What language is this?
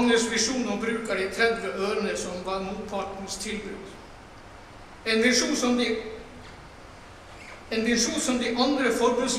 Norwegian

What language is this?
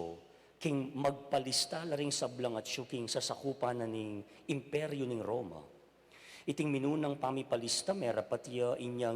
Pampanga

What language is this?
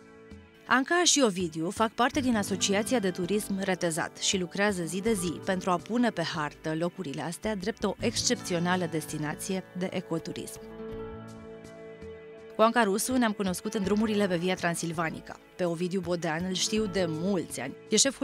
Romanian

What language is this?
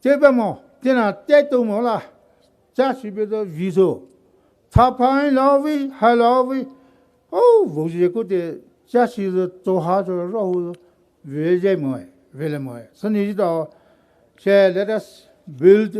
Poumei Naga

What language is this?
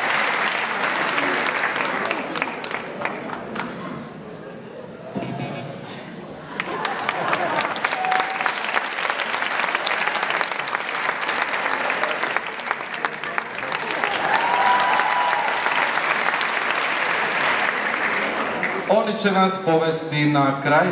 Croatian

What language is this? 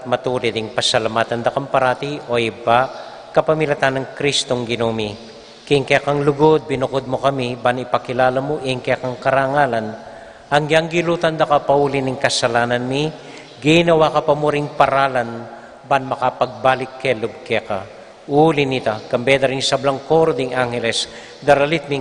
Pampanga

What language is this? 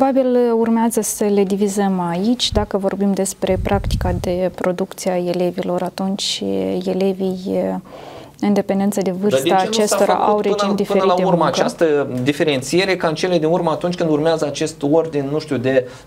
Romanian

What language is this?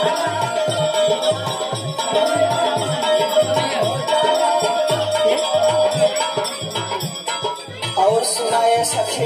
Bhojpuri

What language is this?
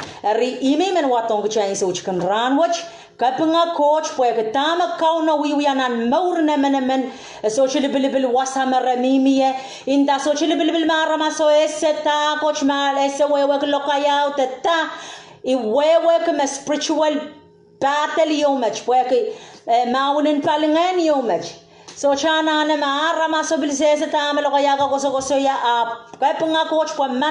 Pohnpeian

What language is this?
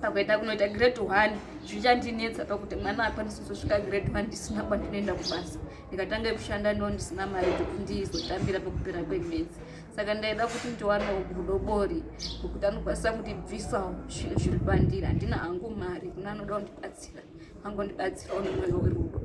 Shona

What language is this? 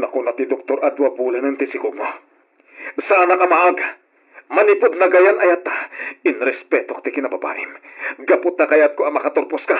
Iloko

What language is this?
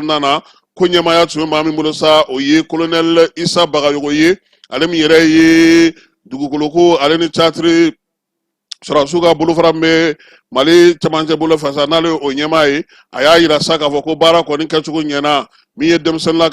Bambara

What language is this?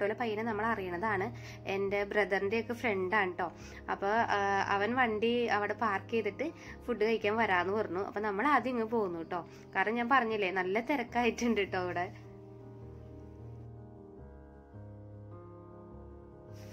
Malayalam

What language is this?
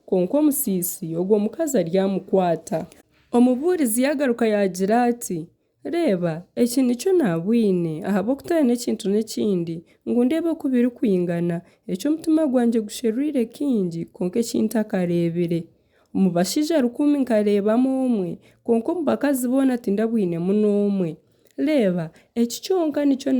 Nyankole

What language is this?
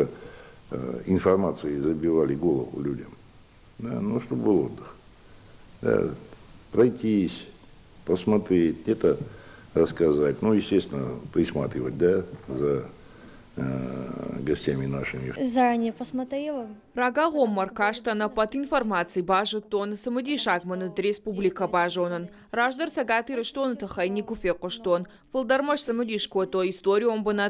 Ossetic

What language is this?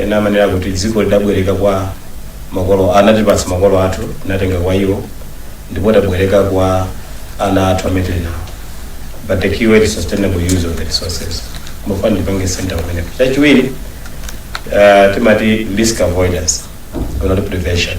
Nyanja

